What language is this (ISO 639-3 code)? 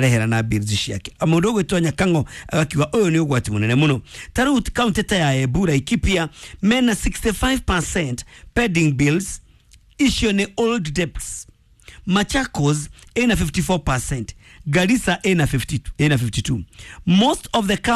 kik